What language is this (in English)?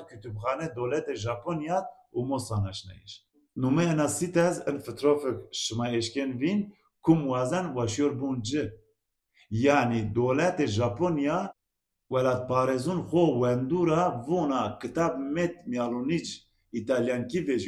Zaza